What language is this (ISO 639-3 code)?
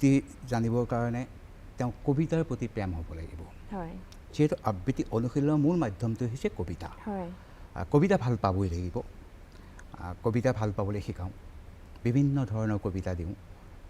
asm